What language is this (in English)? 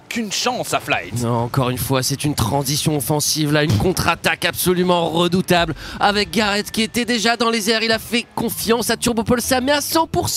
French